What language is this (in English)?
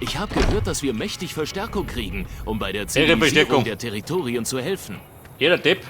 Bavarian